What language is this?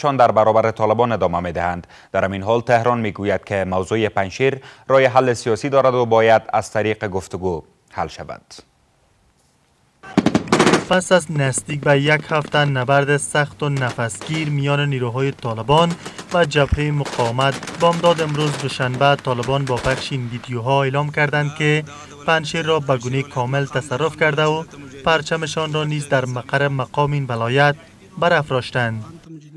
Persian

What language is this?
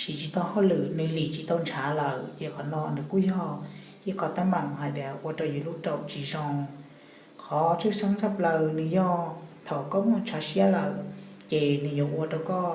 Hmong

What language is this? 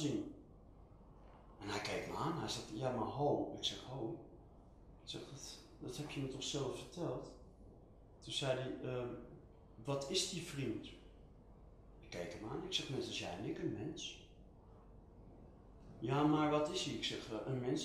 Dutch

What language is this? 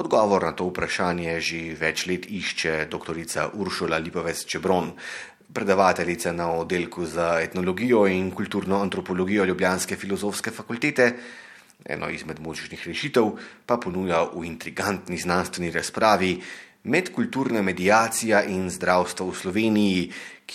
Slovenian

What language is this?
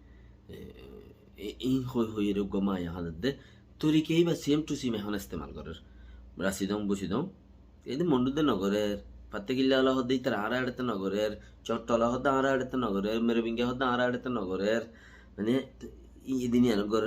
Rohingya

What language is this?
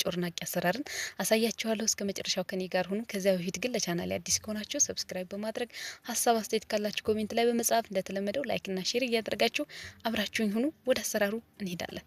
Amharic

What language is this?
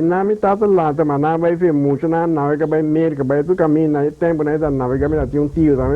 Papiamento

